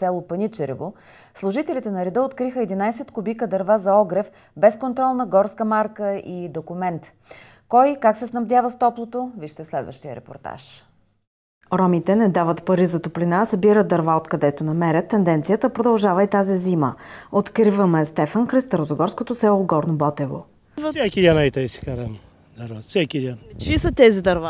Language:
Bulgarian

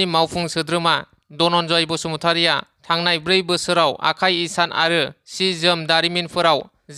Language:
Bodo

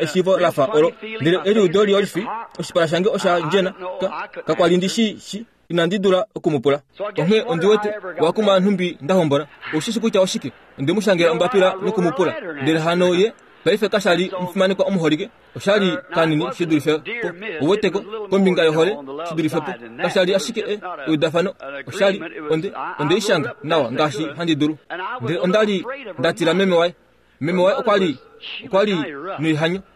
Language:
Kuanyama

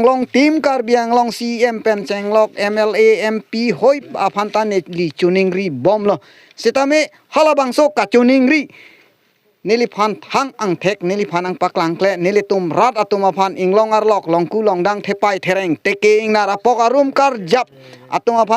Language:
Karbi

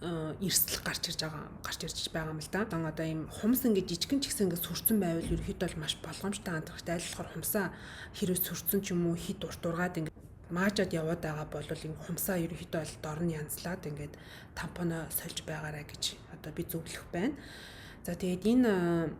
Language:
Mongolian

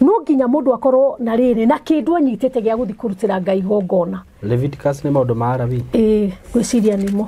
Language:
Kikuyu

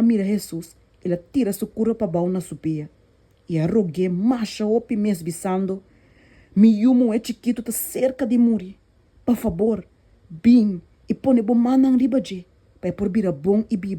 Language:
Papiamento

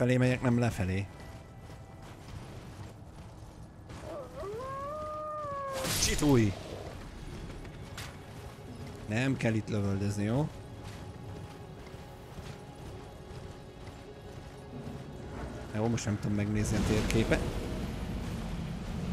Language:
Hungarian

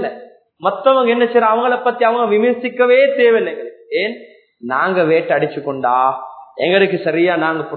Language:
Tamil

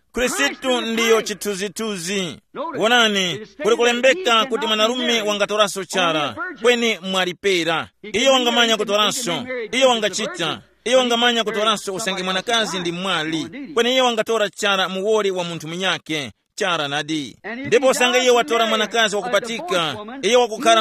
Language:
Tumbuka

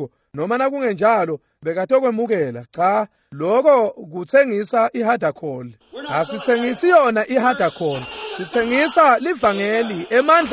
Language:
Swati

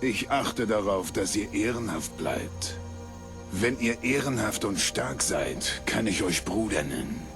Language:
Bavarian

